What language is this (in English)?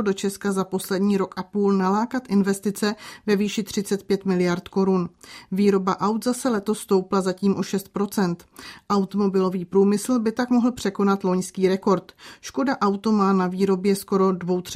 Czech